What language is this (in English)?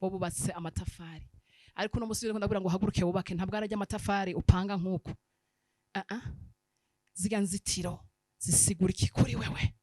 Rundi